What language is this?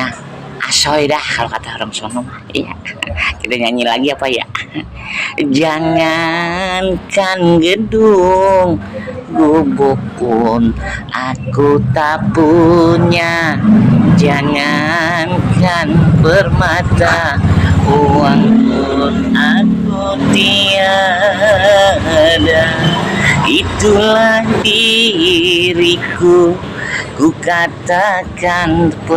Betawi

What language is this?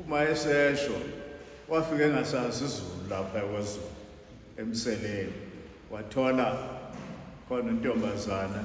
Zulu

